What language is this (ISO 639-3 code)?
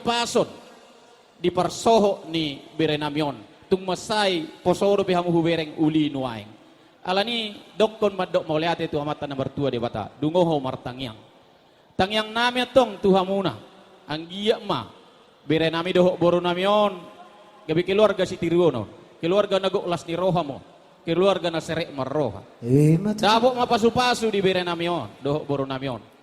bbc